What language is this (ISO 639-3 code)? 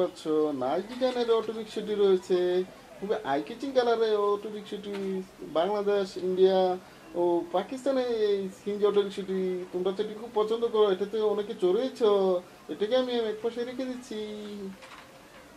ben